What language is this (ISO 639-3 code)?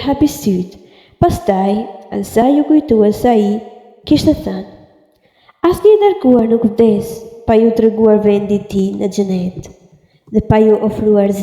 sqi